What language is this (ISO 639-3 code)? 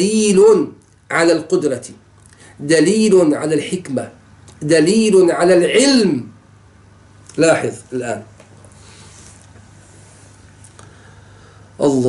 ara